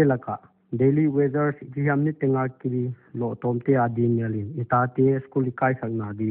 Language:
Paite Chin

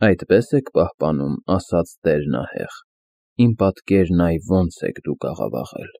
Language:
Armenian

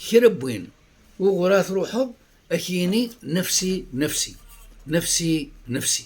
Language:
Kabyle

